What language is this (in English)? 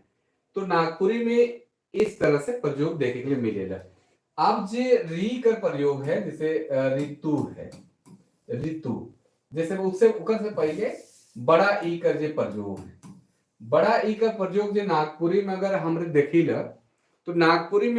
Sadri